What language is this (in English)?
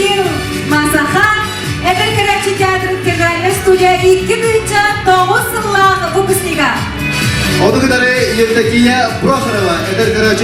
Yakut